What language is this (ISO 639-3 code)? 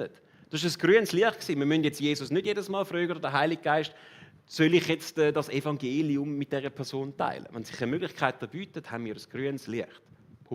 gsw